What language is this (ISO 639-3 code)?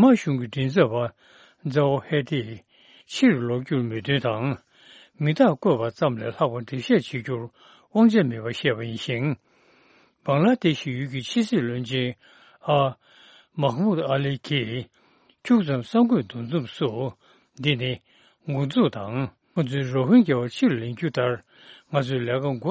bod